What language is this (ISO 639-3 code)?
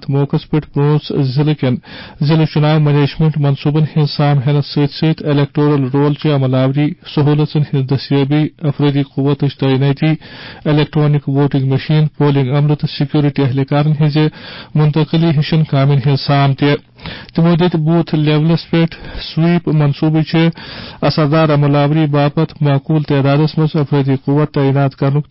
kas